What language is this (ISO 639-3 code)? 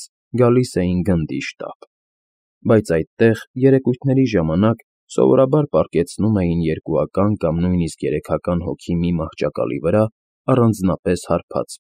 hye